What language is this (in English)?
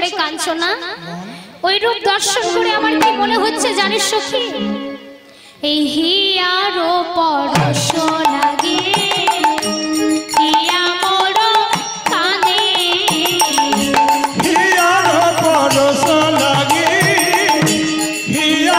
Bangla